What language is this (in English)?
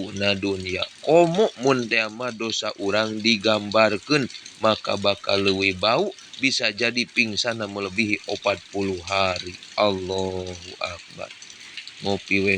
Sundanese